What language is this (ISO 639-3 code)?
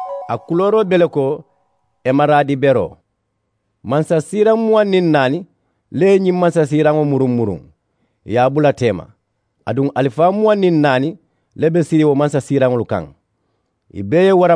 man